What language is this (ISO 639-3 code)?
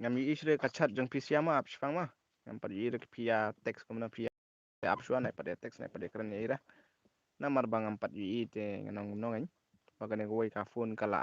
kha